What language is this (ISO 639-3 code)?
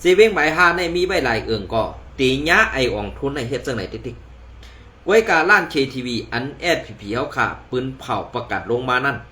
shn